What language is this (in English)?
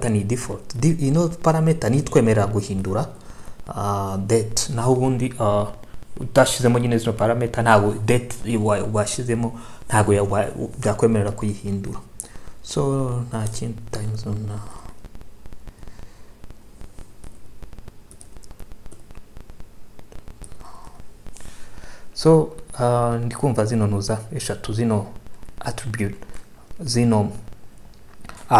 Kinyarwanda